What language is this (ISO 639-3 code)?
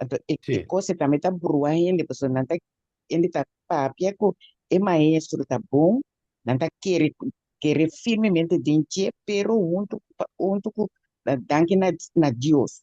pap